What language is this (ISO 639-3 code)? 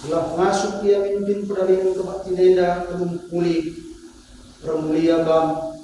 btx